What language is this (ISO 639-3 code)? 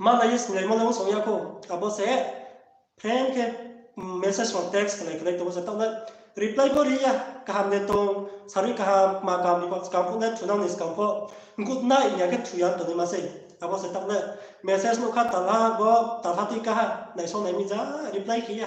ria